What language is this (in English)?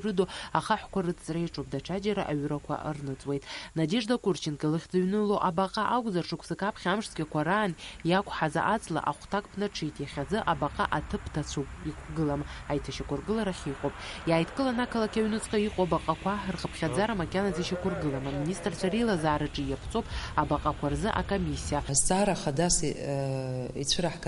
Abkhazian